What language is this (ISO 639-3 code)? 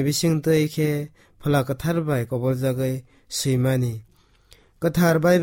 trp